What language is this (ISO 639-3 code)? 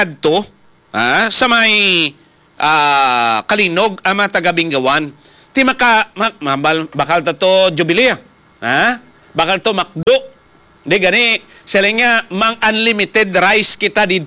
hil